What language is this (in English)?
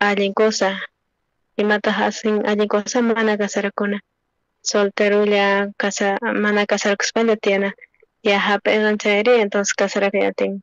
South Bolivian Quechua